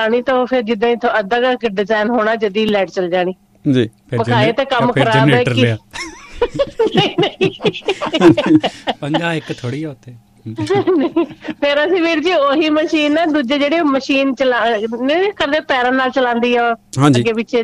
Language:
Punjabi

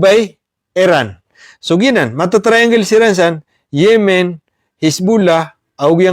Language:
Maranao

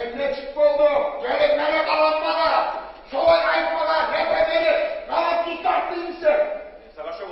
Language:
Kumyk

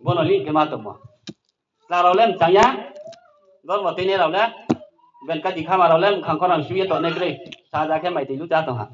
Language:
Riang (India)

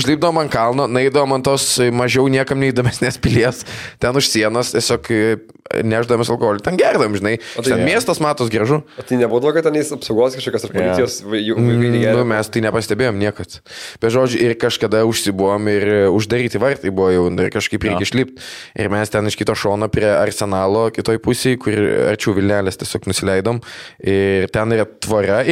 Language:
Lithuanian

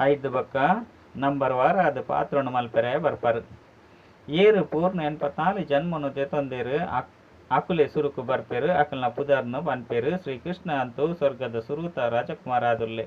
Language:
Tulu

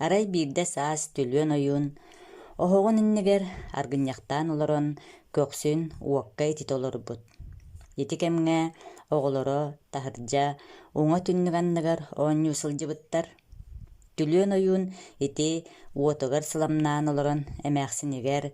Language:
Yakut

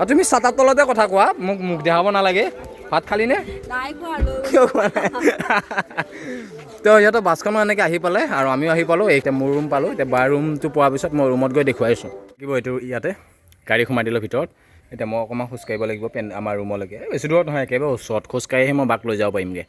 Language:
Assamese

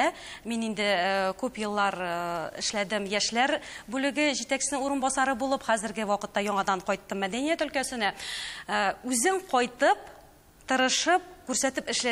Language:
Tatar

